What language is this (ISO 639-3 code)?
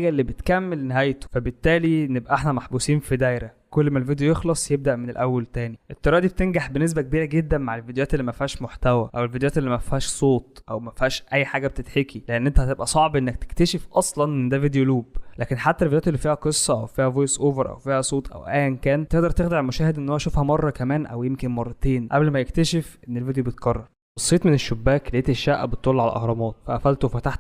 arz